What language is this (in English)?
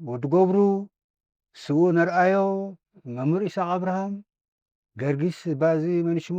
Tigrinya